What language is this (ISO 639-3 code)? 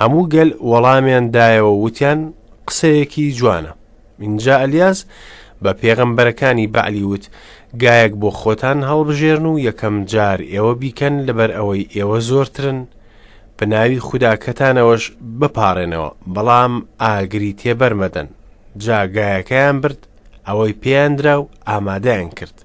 ckb